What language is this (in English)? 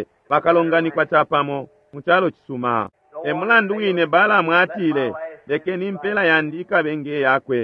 Bemba